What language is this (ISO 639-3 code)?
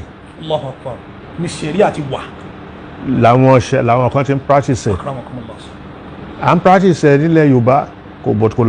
yor